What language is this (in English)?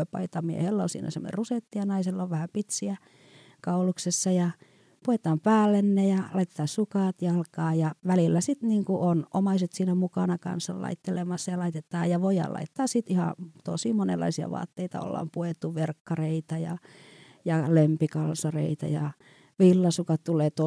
Finnish